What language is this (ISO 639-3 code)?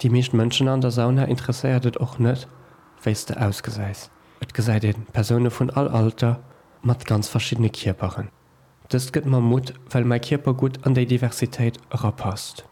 ltz